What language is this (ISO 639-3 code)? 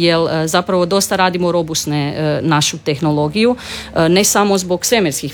hrv